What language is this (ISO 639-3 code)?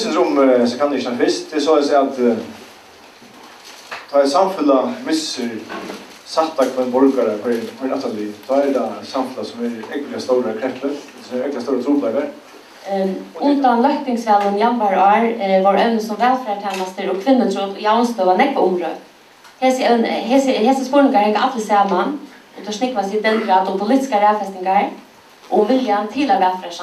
fao